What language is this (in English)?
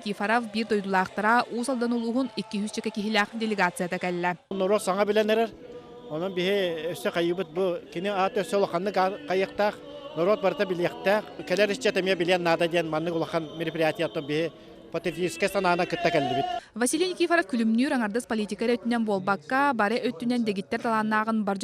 Yakut